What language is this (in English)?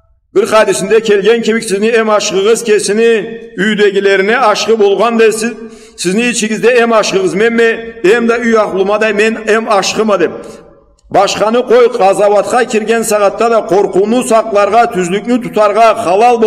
Karachay-Balkar